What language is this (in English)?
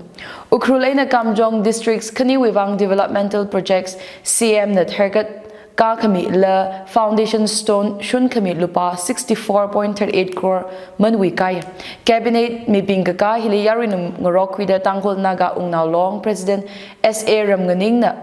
Tangkhul Naga (India)